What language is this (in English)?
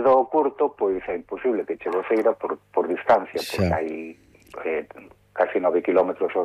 Galician